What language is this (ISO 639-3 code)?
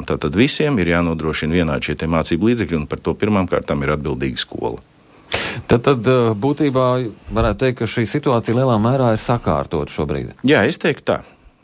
lav